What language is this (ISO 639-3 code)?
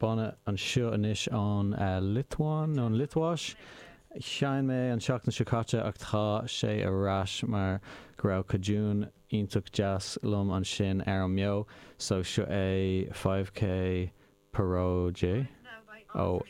gle